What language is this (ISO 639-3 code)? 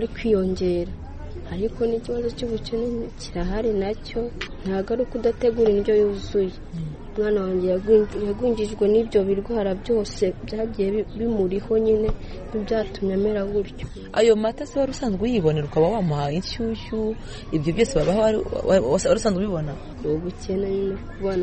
kin